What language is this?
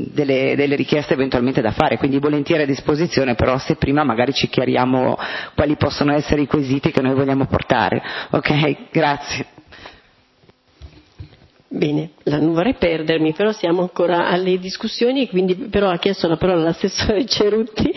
Italian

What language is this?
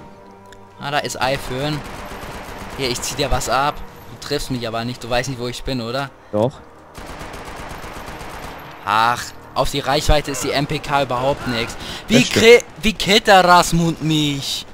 German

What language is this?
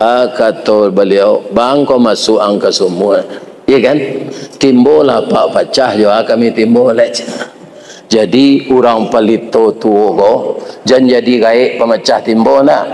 Minangkabau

